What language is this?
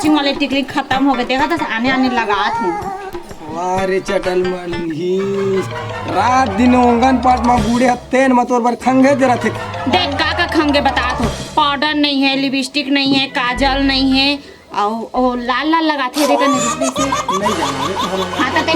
Chhattisgarhi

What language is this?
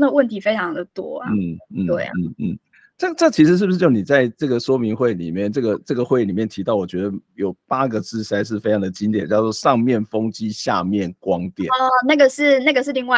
Chinese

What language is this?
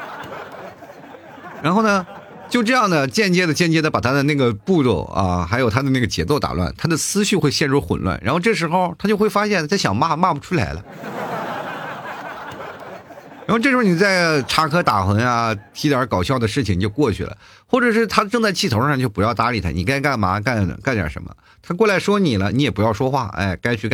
Chinese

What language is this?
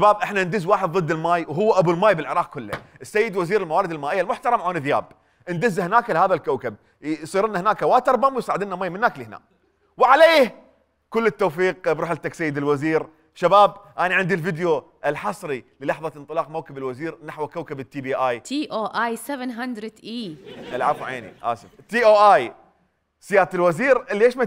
Mesopotamian Arabic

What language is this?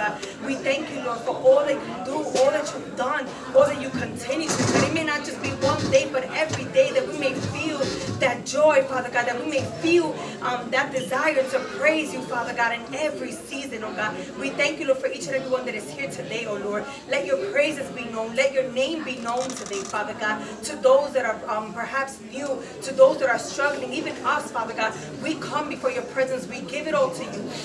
English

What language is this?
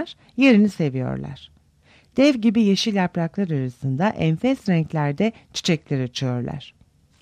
Turkish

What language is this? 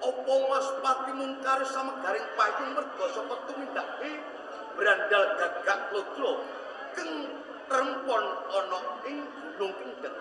Javanese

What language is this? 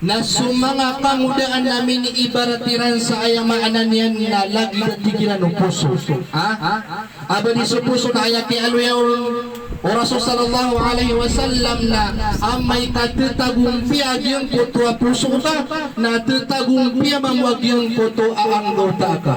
Maranao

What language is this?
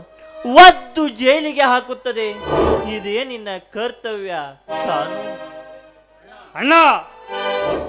Kannada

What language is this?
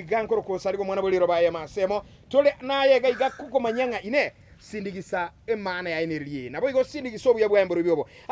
Gusii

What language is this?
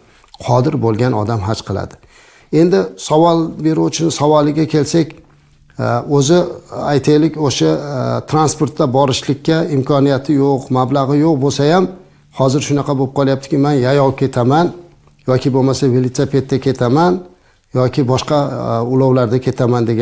Uzbek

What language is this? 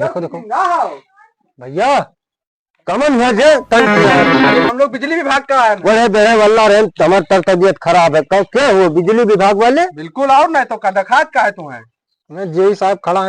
Awadhi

